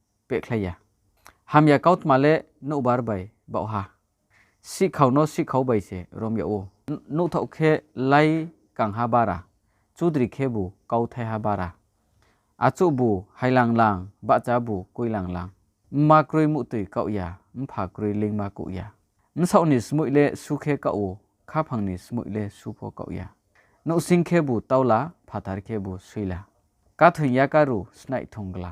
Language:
Riang (India)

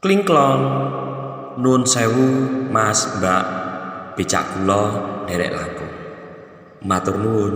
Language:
Javanese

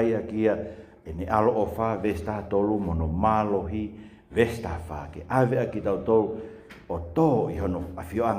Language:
Tongan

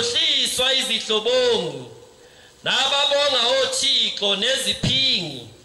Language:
Zulu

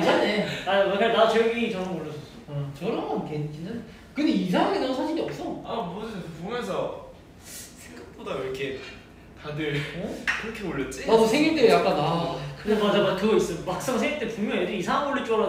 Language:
Korean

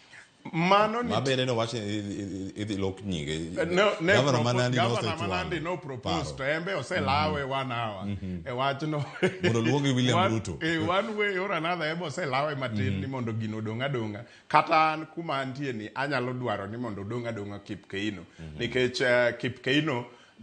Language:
Luo (Kenya and Tanzania)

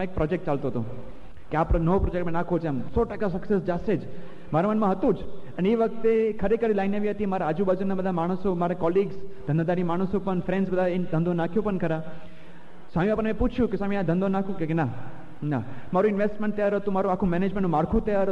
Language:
Gujarati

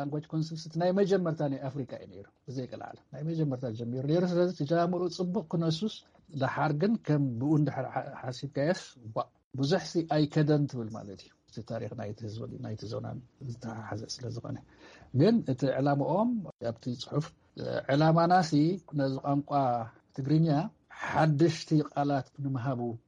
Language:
Tigrinya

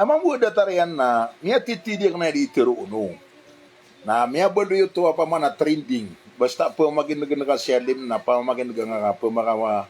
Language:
Maranao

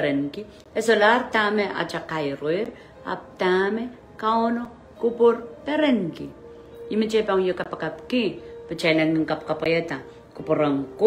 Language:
Pohnpeian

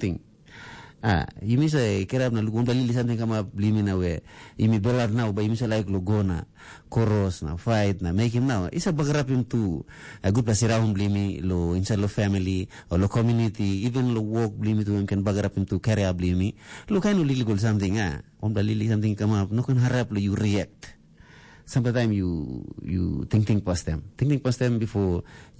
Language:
Tok Pisin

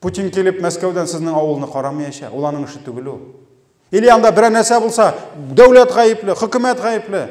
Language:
Tatar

